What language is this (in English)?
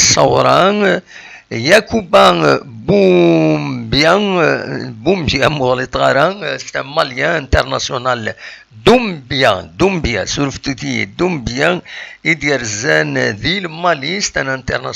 Kabyle